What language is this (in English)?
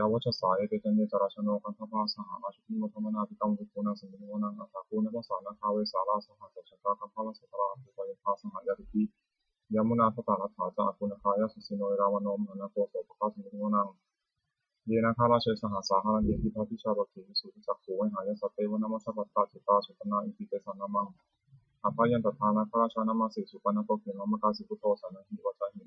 Pali